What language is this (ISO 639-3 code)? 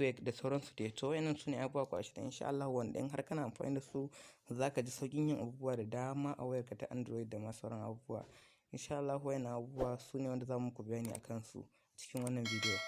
hau